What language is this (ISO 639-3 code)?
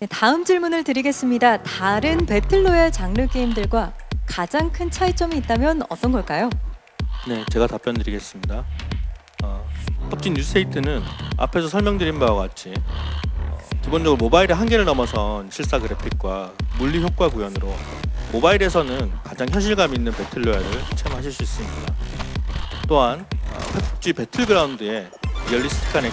kor